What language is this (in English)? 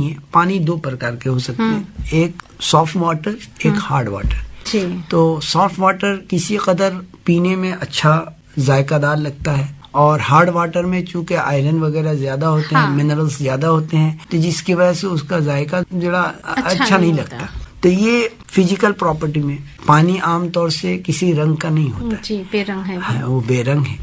Urdu